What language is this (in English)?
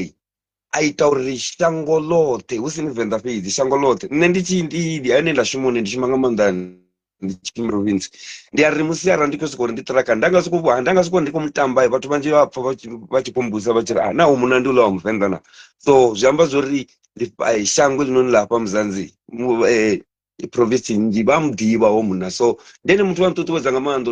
Venda